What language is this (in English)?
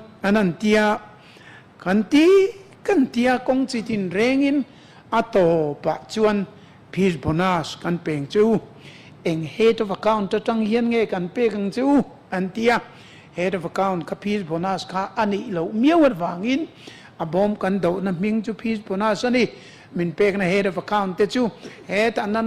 Mizo